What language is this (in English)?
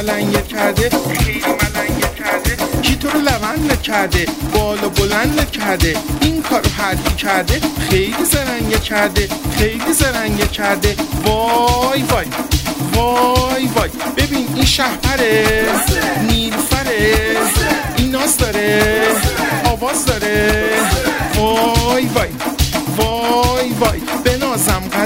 Persian